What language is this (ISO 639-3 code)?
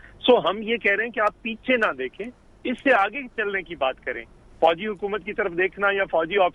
urd